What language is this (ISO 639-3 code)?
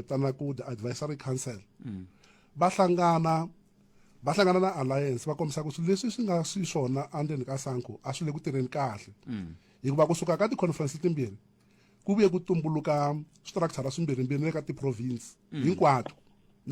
tso